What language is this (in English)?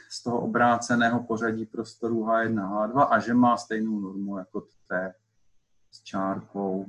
Czech